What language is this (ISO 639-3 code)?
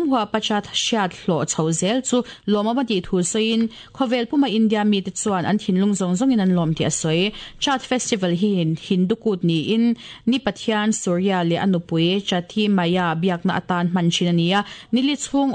lus